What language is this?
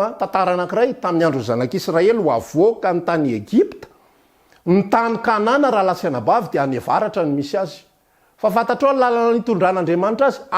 Malagasy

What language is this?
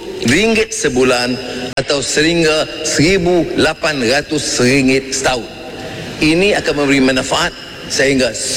Malay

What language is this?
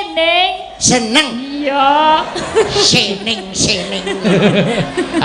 Javanese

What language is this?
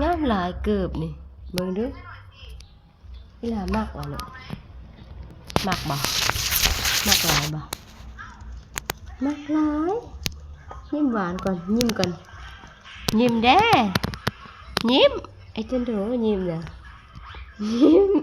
Lao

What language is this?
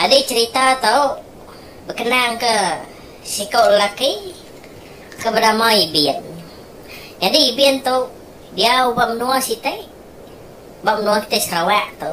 Iban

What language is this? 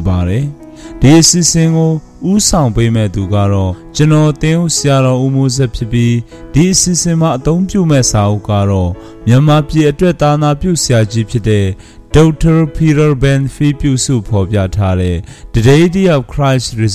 Burmese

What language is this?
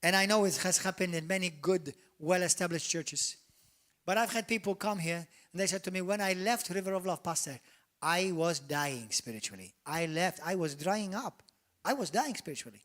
English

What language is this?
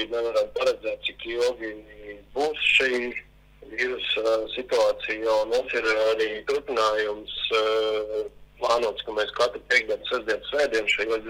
Latvian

